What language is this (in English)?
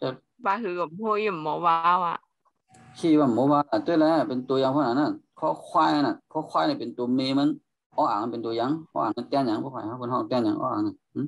Shan